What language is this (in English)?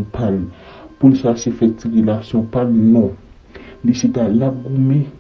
Haitian Creole